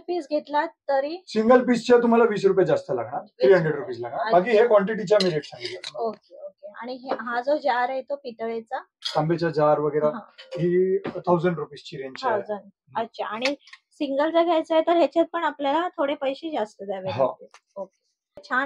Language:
Marathi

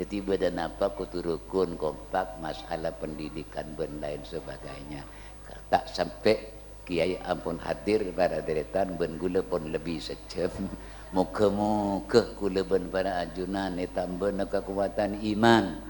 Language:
Madurese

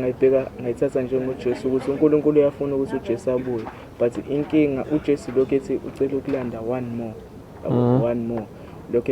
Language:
Zulu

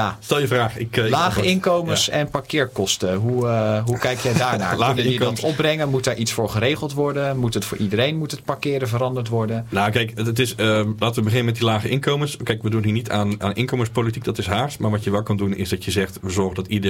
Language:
Dutch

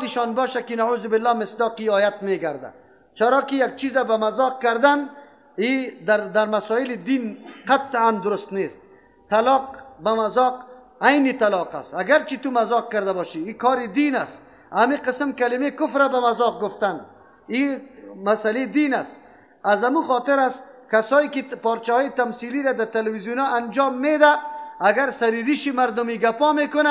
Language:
Persian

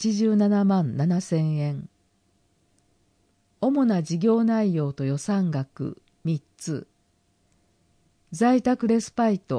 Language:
Japanese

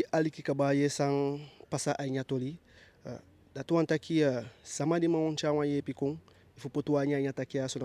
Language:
Eastern Maroon Creole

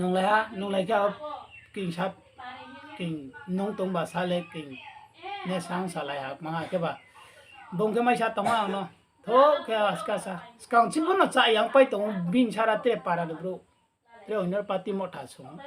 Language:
Riang (India)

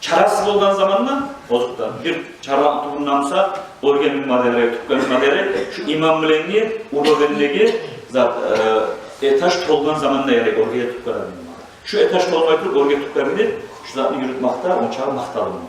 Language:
Kumyk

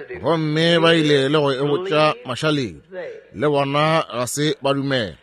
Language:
Northern Sotho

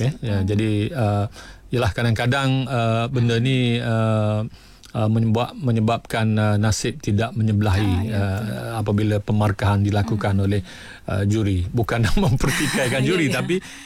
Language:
Malay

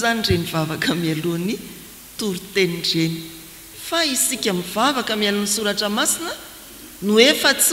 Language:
Malagasy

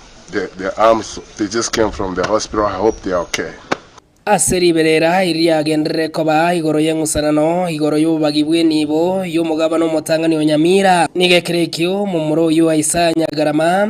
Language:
Gusii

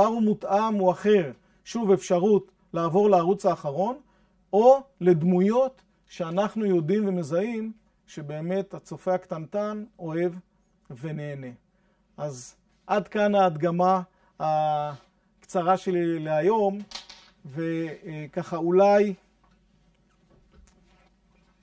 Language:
Hebrew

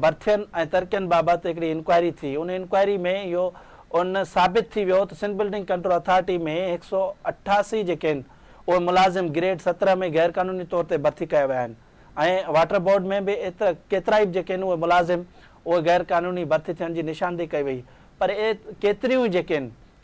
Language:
Sindhi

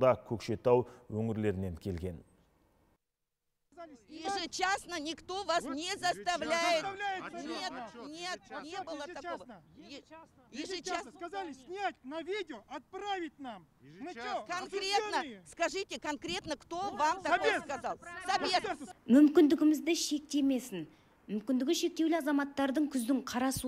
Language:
Kazakh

